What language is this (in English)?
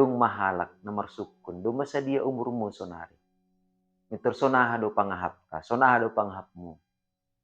Batak Simalungun